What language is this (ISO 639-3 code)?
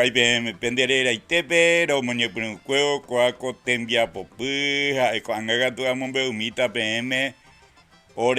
grn